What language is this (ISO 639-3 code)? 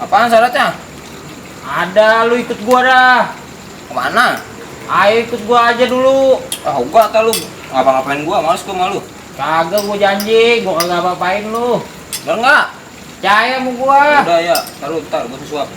bew